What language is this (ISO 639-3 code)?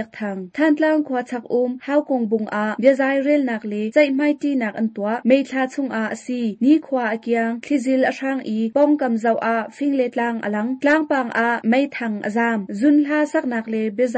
cnh